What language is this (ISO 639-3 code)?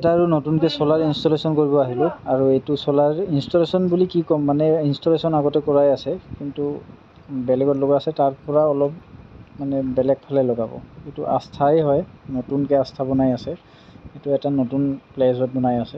asm